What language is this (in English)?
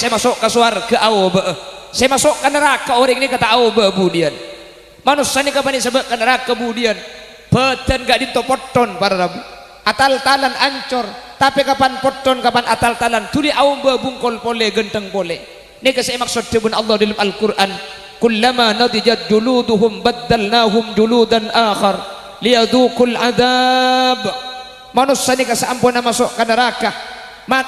Madurese